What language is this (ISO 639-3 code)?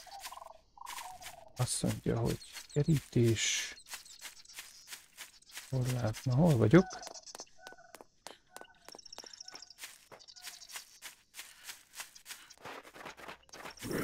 hun